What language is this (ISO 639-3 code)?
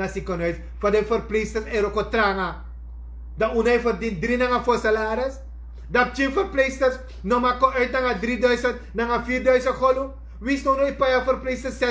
srn